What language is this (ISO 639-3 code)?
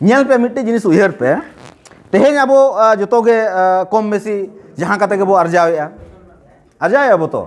sat